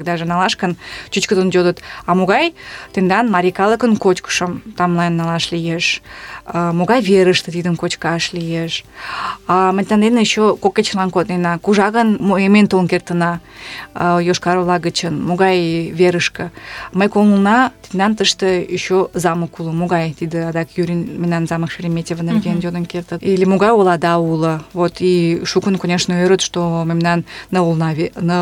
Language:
Mari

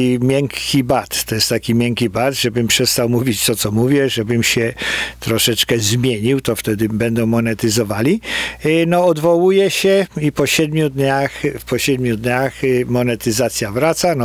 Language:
Polish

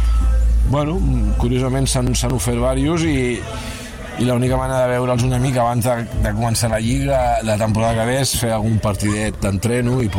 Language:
Catalan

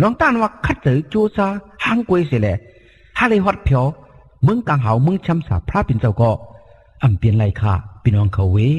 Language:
Shan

